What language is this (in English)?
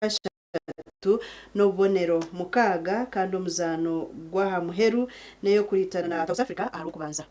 Nyankole